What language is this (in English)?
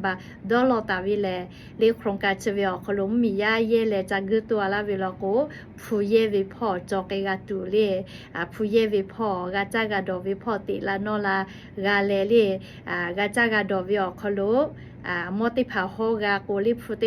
Lahu